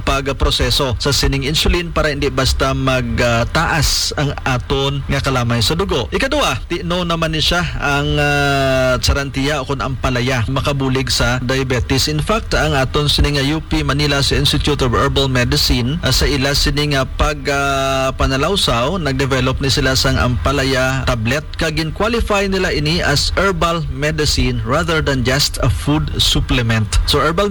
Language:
Hiligaynon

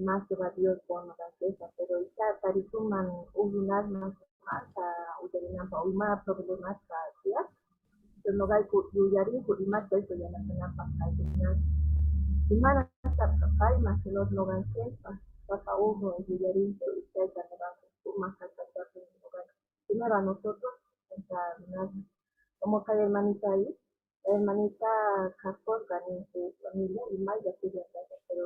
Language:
Quechua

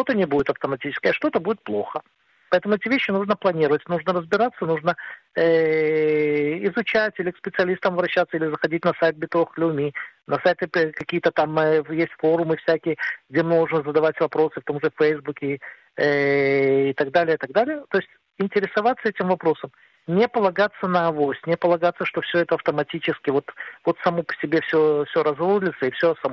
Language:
Russian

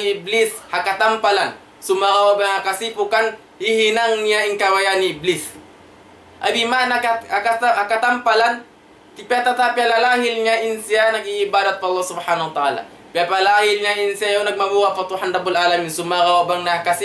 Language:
Tausug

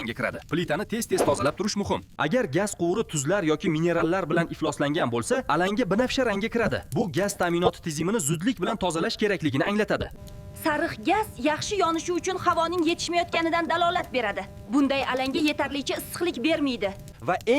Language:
Uzbek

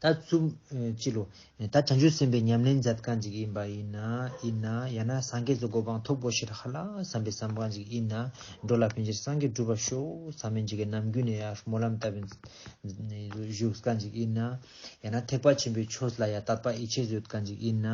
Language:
Ladakhi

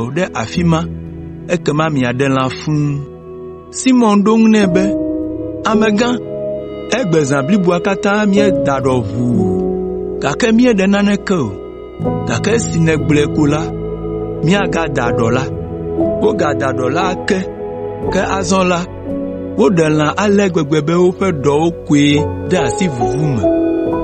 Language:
Ewe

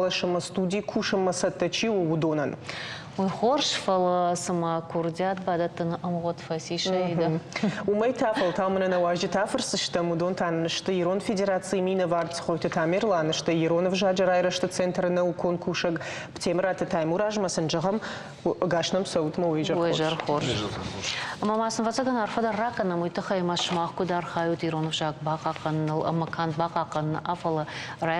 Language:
Ossetic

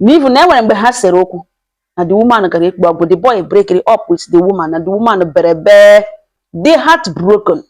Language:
Igbo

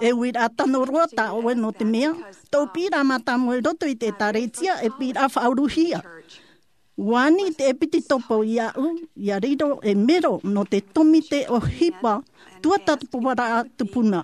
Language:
Tahitian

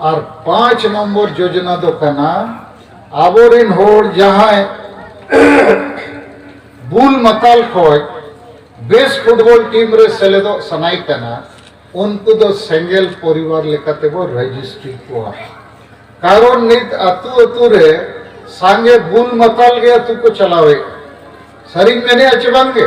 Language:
Santali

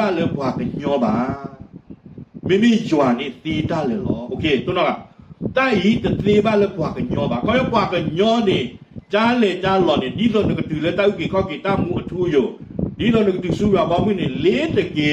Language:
S'gaw Karen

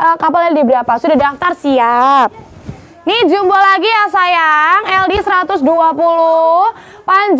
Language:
Indonesian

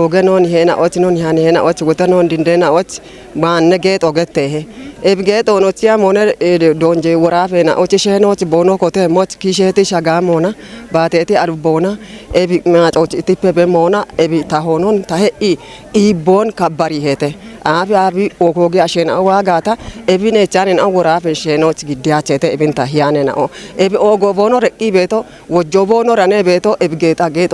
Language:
Kafa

